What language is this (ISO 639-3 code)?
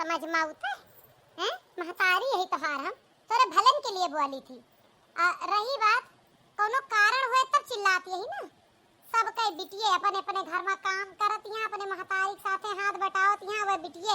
awa